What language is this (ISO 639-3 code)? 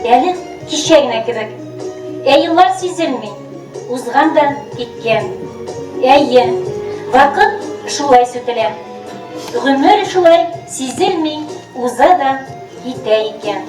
tat